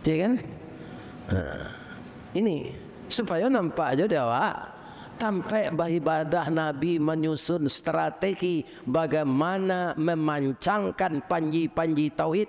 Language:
Minangkabau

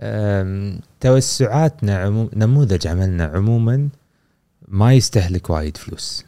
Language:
Gulf Arabic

